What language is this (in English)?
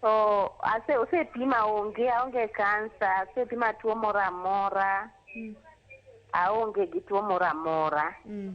Luo (Kenya and Tanzania)